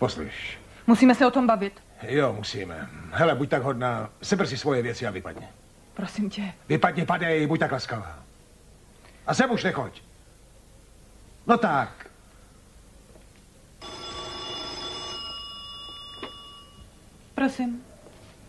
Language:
Czech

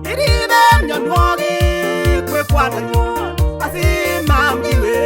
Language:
Kalenjin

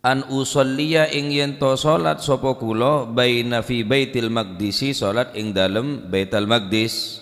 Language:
Madurese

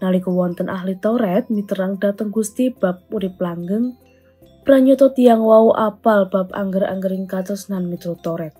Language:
Javanese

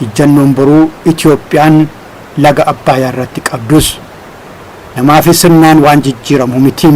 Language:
Oromo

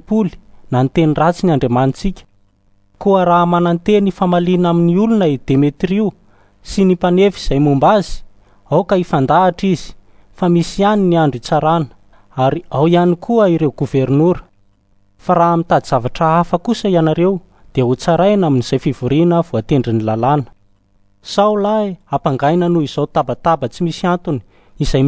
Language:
Malagasy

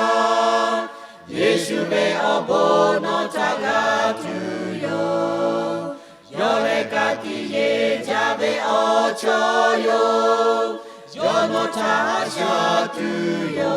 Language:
Lahu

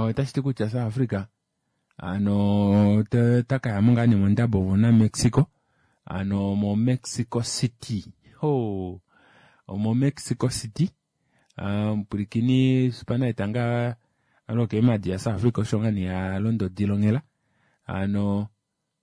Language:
Kuanyama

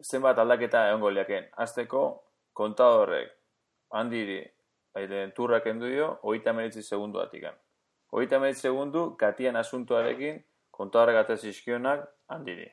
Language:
Basque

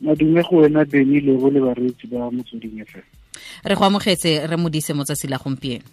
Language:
Tswana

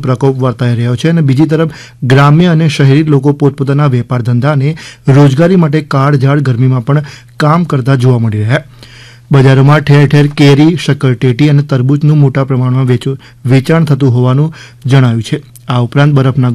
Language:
Gujarati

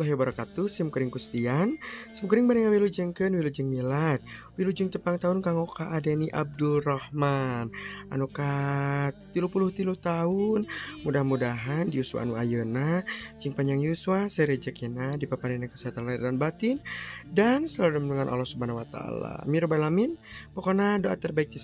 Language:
Sundanese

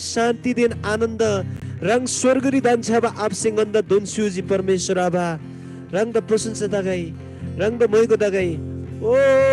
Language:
Eastern Tamang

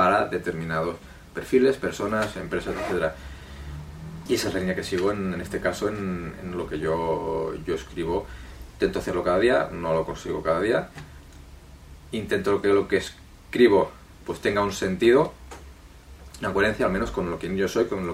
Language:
Spanish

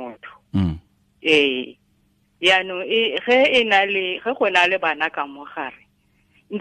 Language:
Tswana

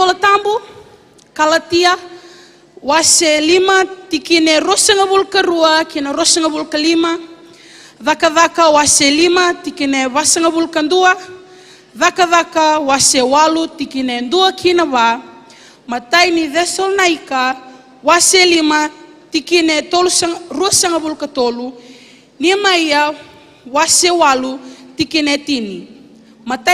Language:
Fijian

